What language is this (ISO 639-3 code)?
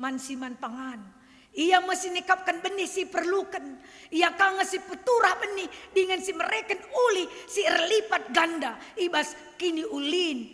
btx